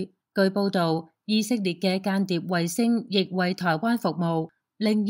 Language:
Cantonese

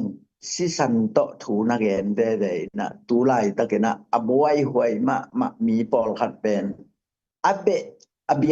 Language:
Tedim Chin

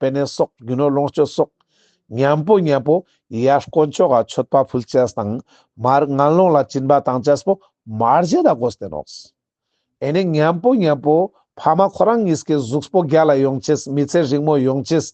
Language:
Ladakhi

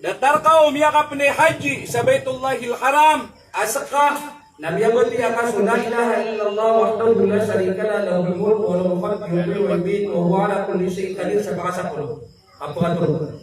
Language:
Maranao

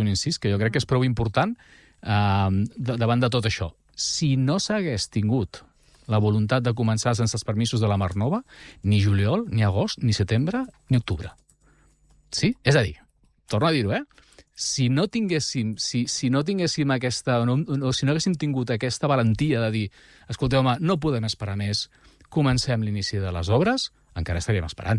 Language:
Catalan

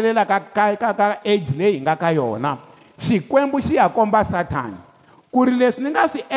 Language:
Tsonga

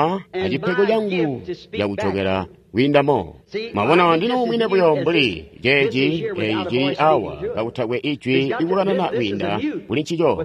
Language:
Tonga (Zambia)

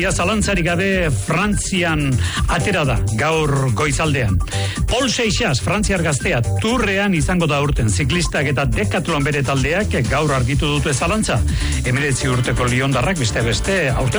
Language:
Basque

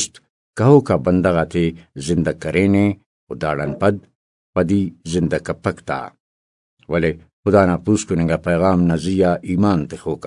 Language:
Brahui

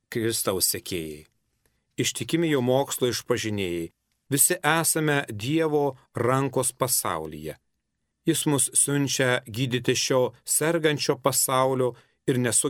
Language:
Lithuanian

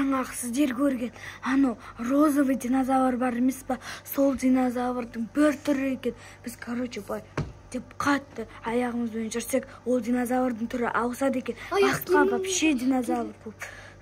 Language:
Kazakh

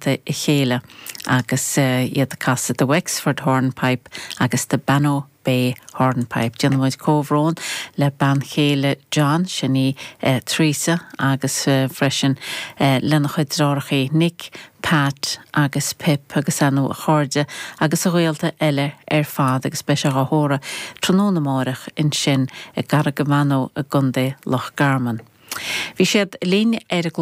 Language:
Irish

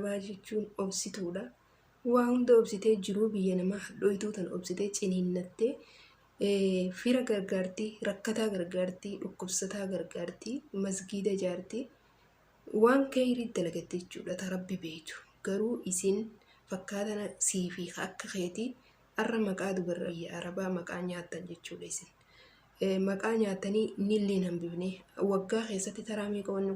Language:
Oromo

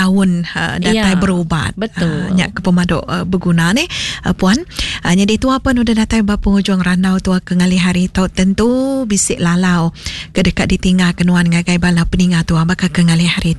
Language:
Iban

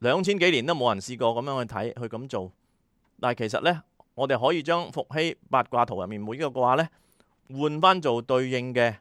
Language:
Cantonese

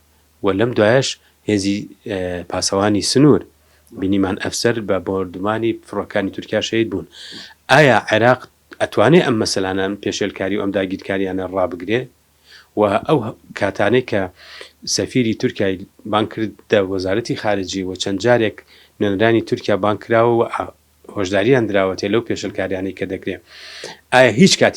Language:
Central Kurdish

